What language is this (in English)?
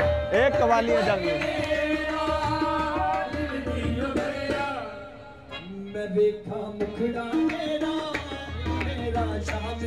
Punjabi